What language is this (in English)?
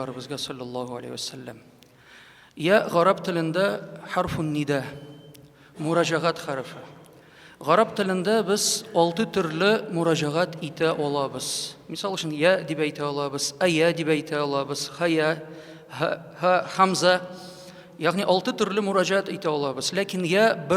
Tatar